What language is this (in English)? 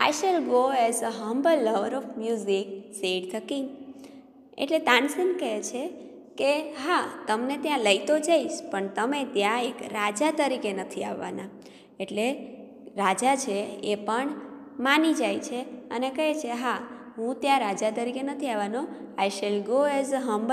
Gujarati